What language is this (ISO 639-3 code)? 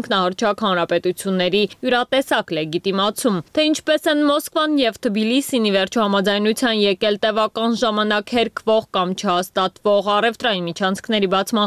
hye